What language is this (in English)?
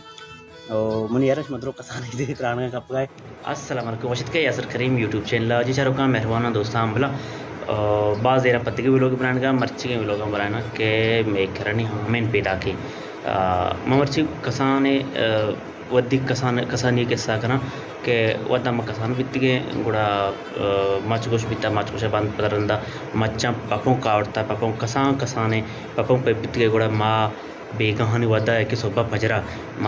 Baluchi